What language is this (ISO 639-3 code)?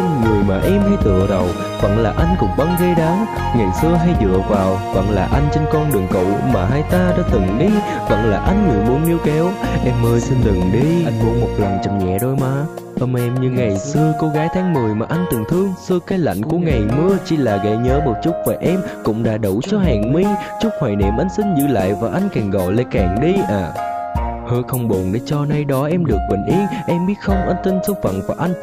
vie